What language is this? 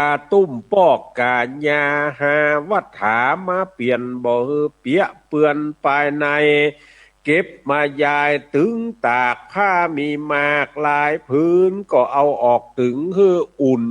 Northern Thai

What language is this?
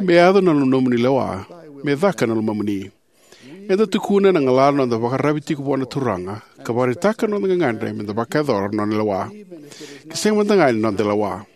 Fijian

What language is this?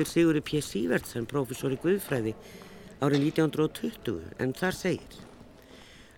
Icelandic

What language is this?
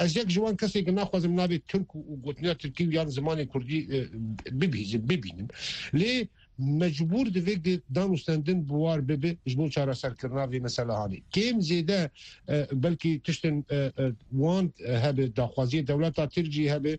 Kurdish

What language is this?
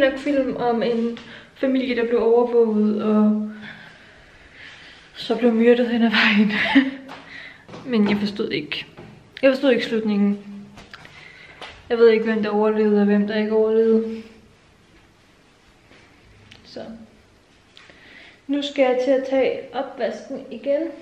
Danish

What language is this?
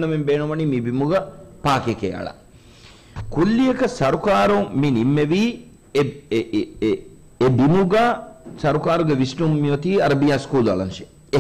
Divehi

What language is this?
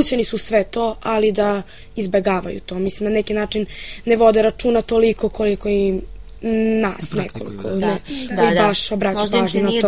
Serbian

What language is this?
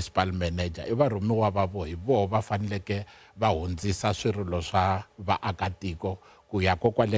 Tsonga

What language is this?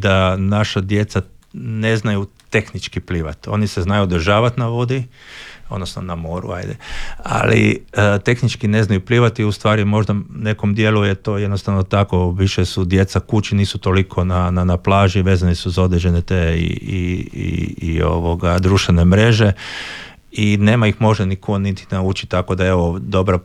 Croatian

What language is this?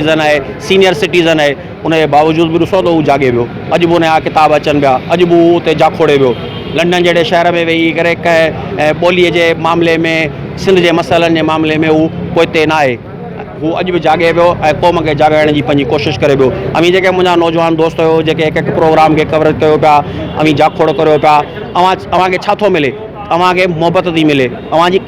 Sindhi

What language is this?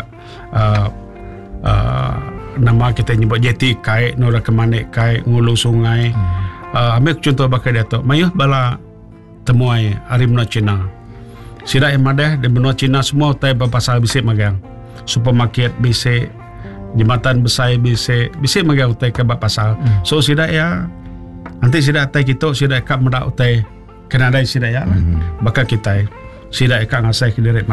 Iban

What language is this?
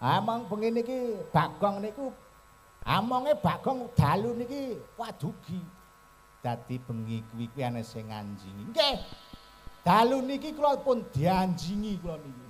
Javanese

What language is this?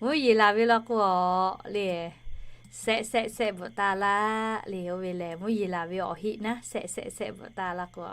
Lahu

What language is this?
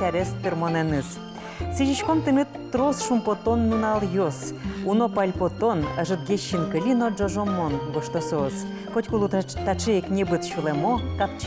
Udmurt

